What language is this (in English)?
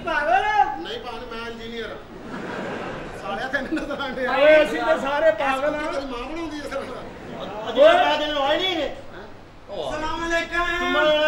Punjabi